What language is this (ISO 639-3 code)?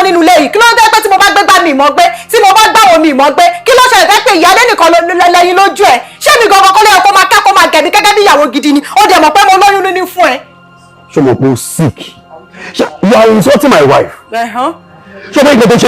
yor